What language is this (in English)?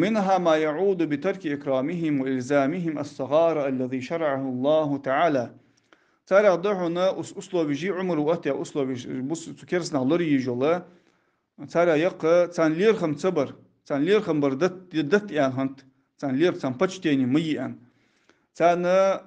Ingush